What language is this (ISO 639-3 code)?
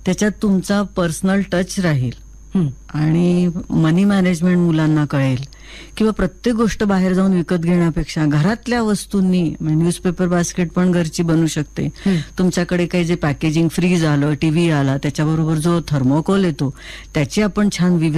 mar